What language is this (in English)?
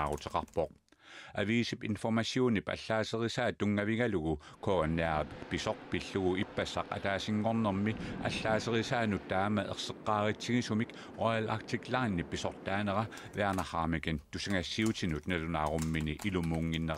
Kalaallisut